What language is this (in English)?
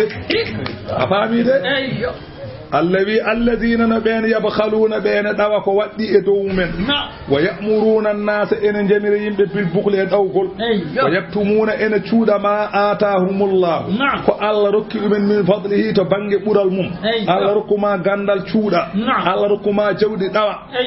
Fula